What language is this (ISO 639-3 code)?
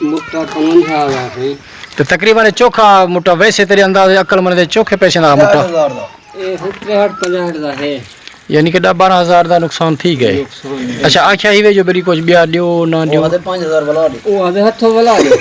skr